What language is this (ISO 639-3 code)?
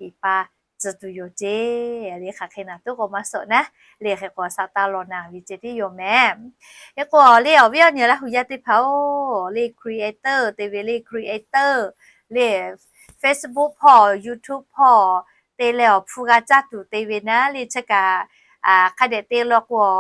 lhu